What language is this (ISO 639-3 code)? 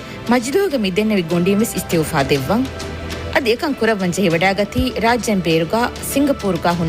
div